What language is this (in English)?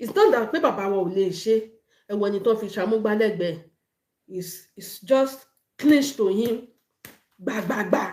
Yoruba